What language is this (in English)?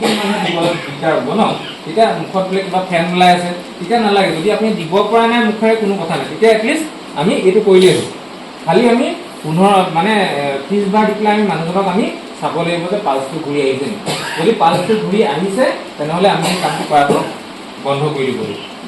Assamese